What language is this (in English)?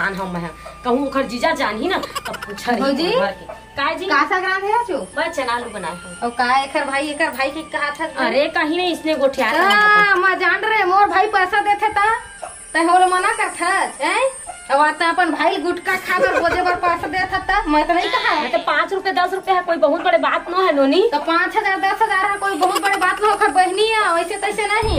Chhattisgarhi